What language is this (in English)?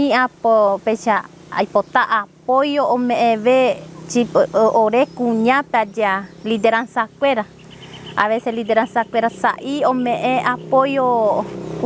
Guarani